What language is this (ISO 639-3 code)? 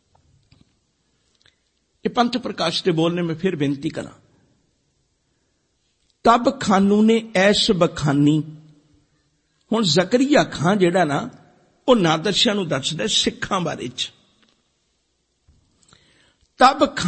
pan